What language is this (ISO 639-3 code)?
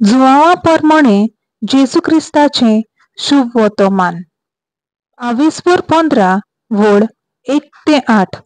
kok